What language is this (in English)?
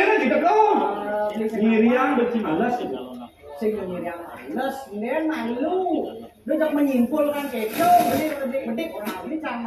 Balinese